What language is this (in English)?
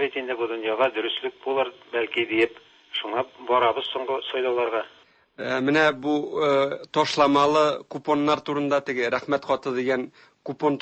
Tatar